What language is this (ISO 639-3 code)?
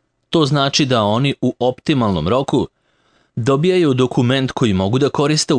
srp